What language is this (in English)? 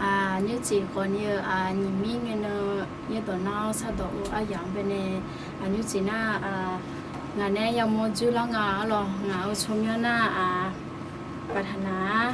Akha